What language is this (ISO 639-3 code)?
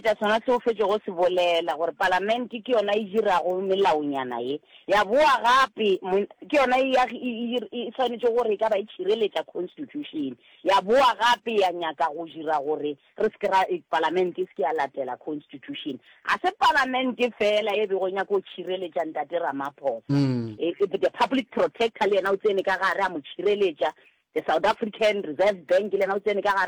nso